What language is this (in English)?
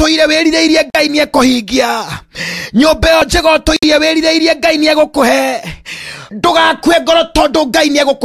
Kikuyu